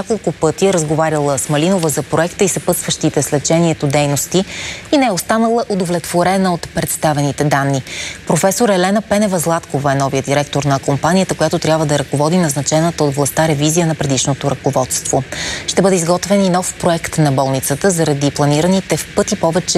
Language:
Bulgarian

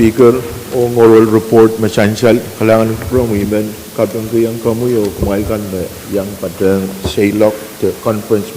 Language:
Pohnpeian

